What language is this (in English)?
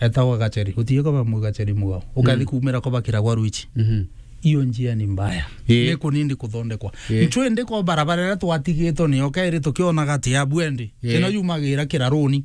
Meru